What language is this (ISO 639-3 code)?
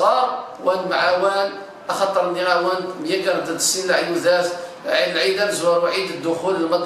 kab